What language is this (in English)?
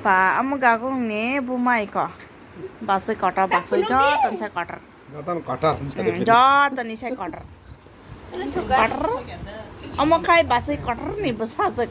Kok Borok